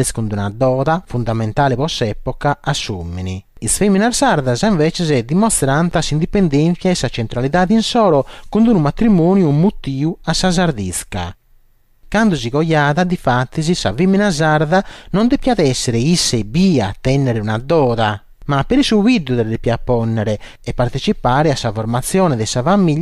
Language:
Sardinian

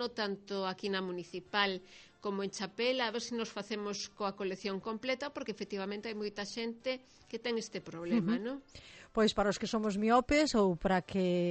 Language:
Galician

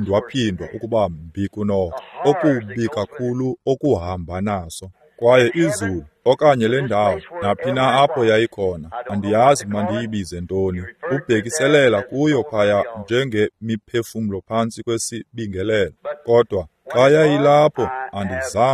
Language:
Xhosa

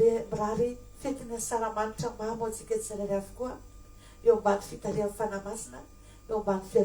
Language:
Malagasy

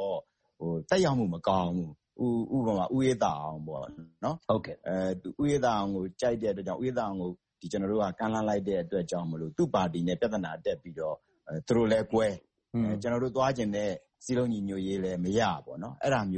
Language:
Burmese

